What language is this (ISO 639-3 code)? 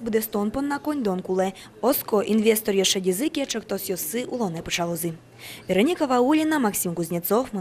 udm